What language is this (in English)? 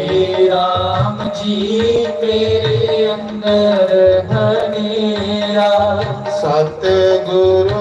Dogri